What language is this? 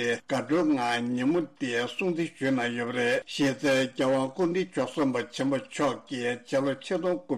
Tibetan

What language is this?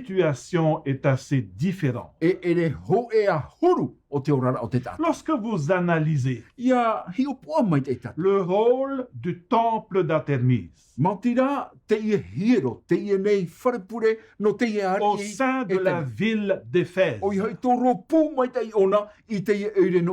Tahitian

